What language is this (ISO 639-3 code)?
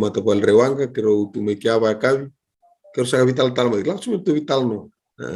fij